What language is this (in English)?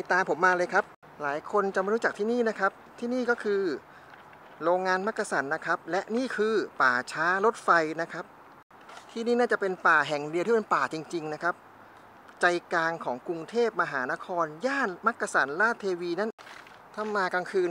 Thai